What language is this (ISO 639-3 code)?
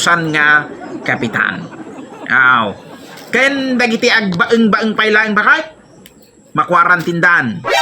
ilo